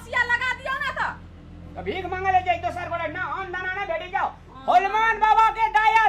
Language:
Maithili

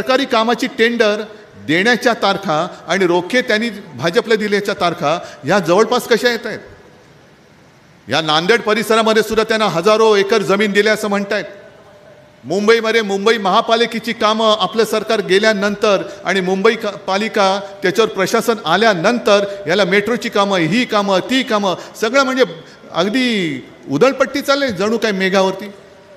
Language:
Marathi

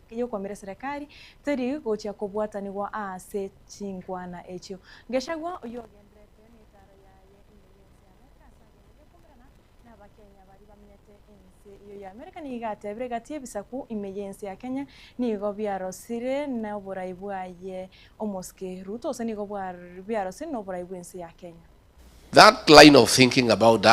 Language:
Gusii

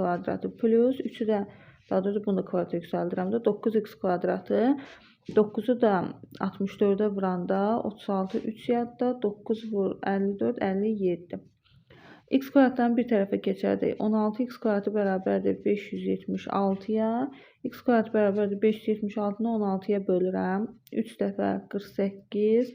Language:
Azerbaijani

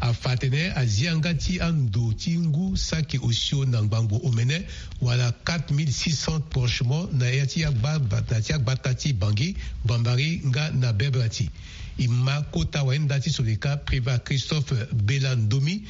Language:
Sango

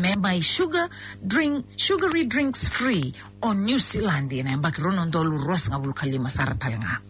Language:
Fijian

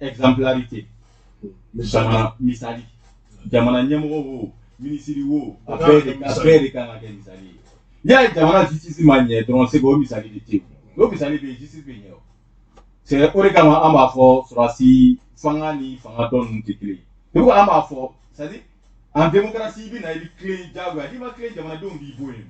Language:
Bambara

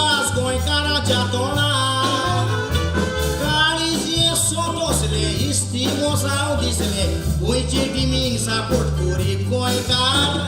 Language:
Konkani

